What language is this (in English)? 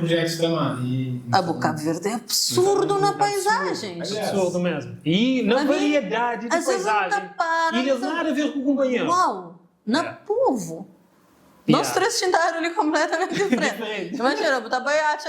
Kabuverdianu